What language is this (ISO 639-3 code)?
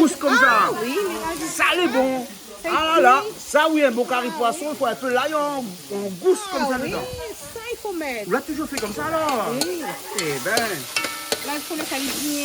rcf